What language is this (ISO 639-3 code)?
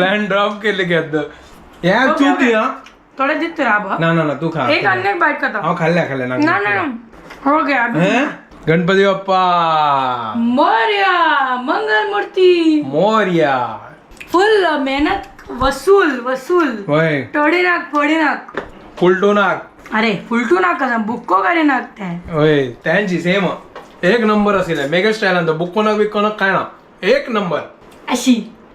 kok